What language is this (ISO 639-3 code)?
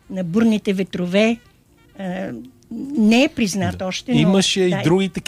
bul